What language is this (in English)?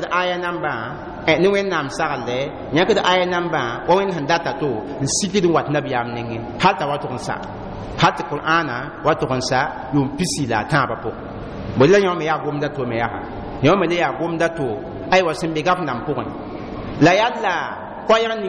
Mossi